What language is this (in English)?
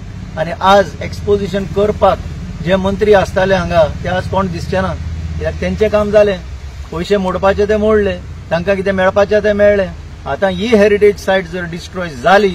Konkani